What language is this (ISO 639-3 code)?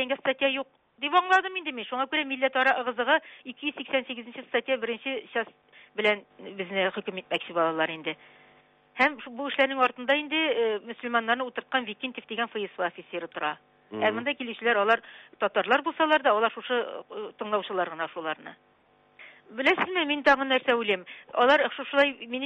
tat